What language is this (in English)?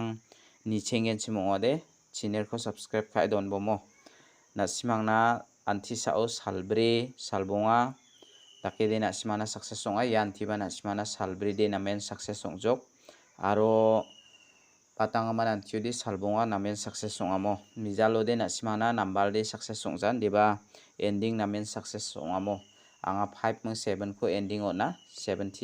Garo